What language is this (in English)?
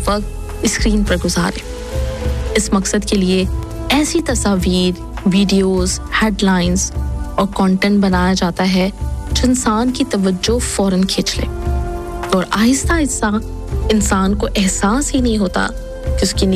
Urdu